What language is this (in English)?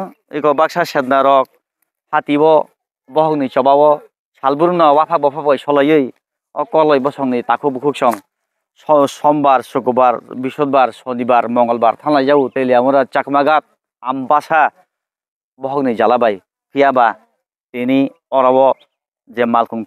Kok Borok